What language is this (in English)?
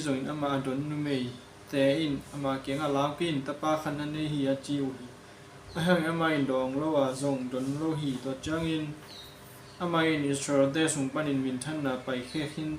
Tedim Chin